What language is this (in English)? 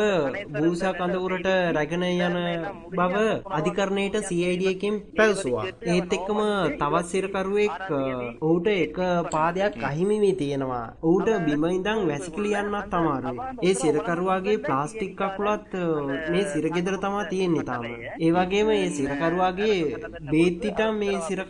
Sinhala